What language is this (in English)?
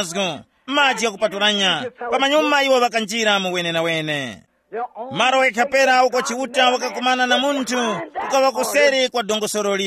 Tumbuka